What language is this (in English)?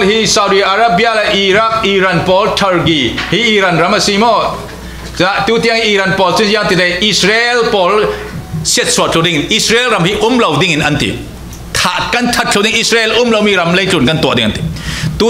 Falam Chin